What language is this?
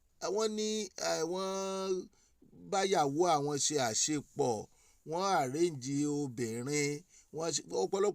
Yoruba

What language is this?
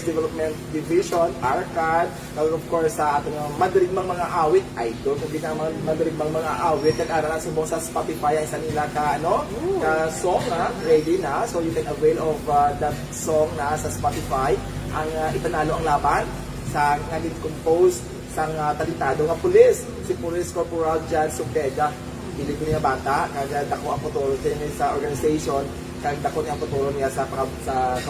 Hiligaynon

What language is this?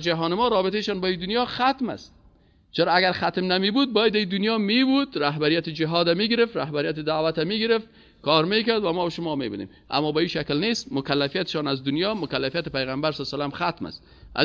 Persian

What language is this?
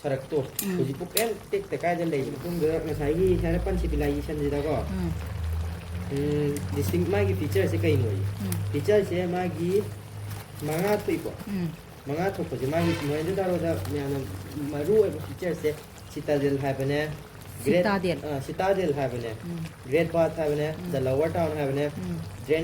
Manipuri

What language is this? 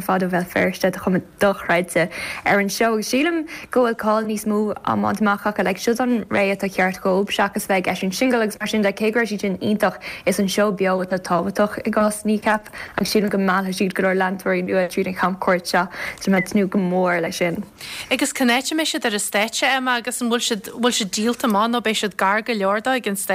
Irish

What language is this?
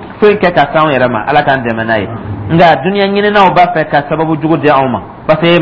Dyula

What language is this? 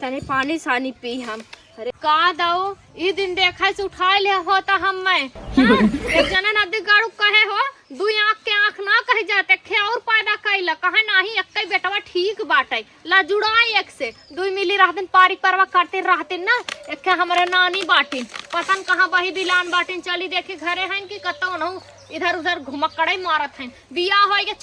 Awadhi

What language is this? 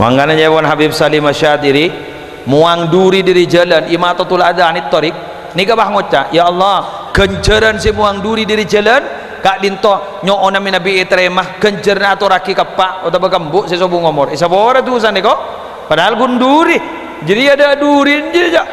Madurese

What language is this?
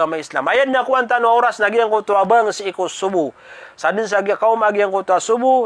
Maranao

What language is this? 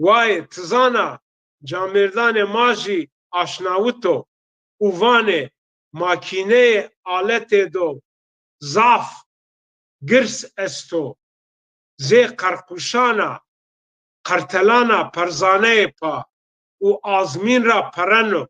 Zaza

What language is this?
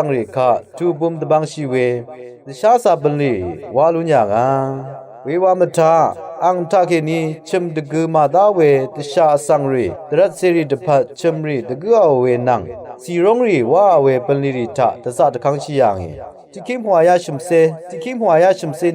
Rawang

